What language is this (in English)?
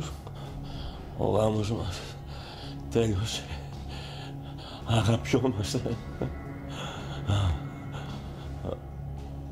Greek